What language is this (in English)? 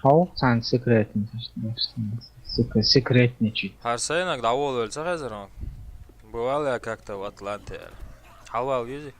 Chechen